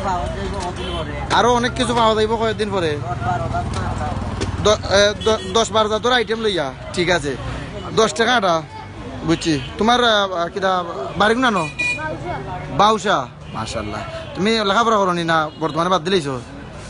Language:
Sylheti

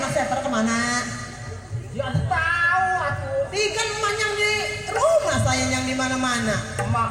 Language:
Betawi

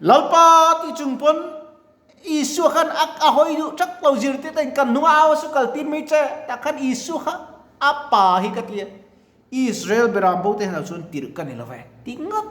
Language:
Mizo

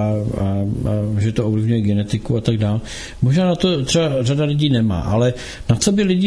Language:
Czech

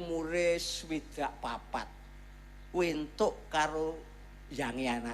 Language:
Javanese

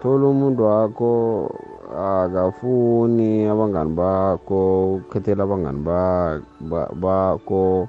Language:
South Ndebele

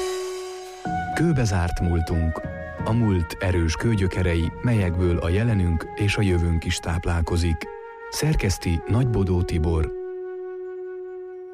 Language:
Hungarian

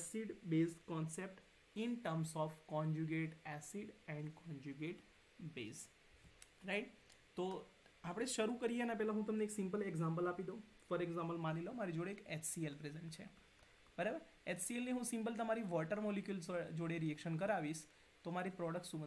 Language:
Gujarati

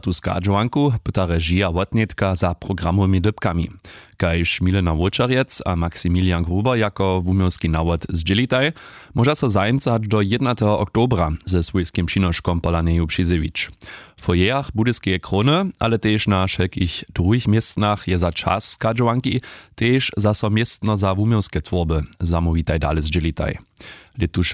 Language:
Upper Sorbian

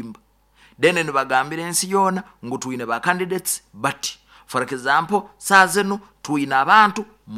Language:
Nyoro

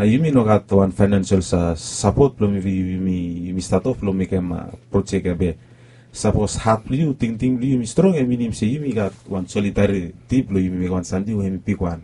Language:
Bislama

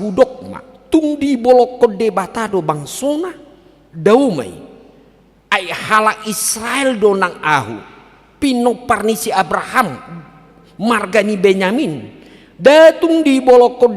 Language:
Batak Toba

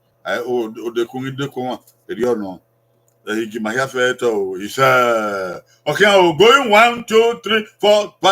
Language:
Bini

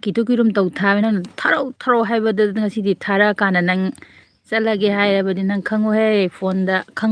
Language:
Manipuri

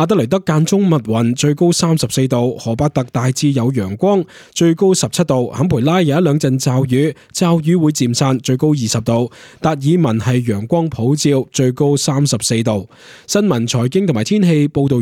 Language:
Cantonese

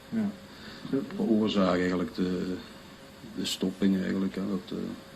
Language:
Limburgish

